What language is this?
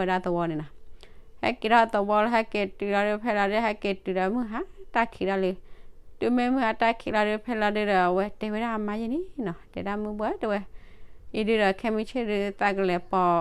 S'gaw Karen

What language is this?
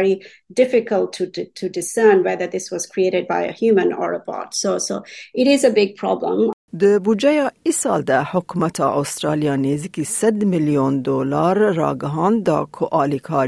Kurdish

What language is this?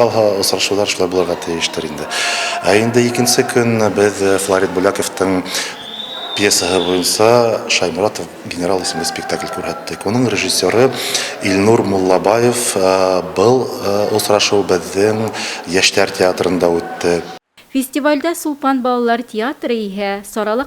Bashkir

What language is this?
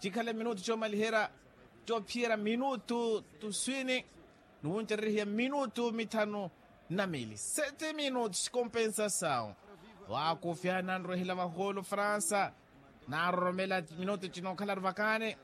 Makhuwa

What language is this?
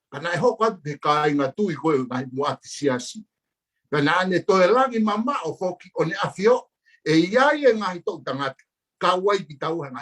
Tongan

